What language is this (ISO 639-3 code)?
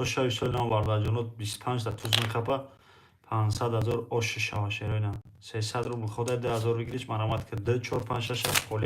tgk